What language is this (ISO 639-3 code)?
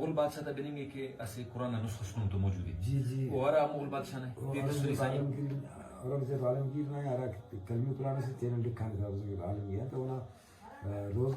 brh